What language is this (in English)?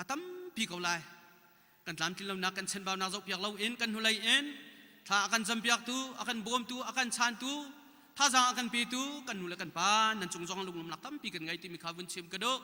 Hakha Chin